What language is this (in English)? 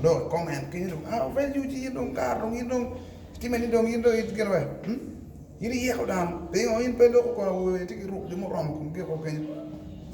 Acoli